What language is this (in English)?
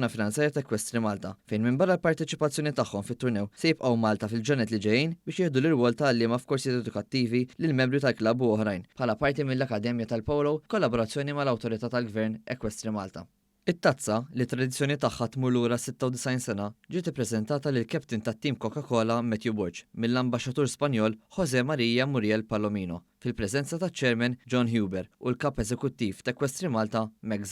Maltese